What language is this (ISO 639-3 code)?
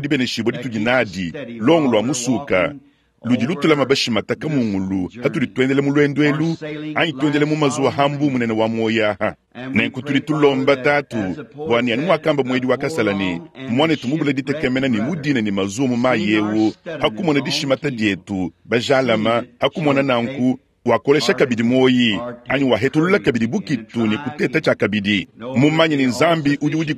lua